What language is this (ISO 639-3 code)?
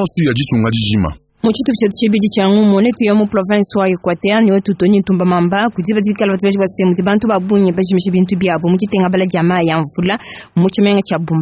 lua